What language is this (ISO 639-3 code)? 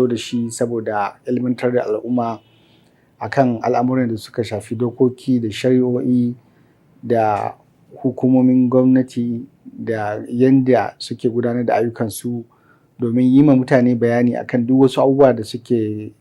hau